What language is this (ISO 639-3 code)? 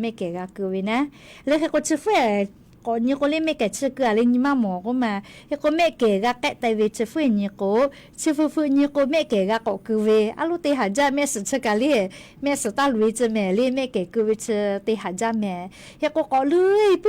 lhu